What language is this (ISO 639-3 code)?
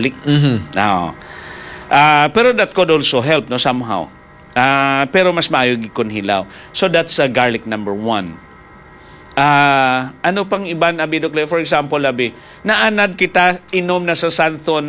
hil